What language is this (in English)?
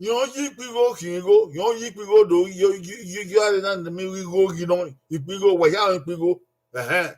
Bini